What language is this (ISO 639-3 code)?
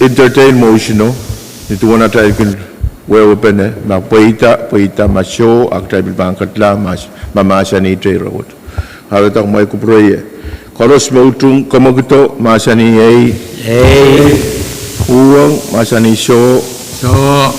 pon